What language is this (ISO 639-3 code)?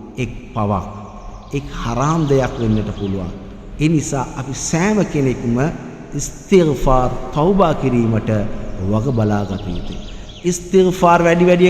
sin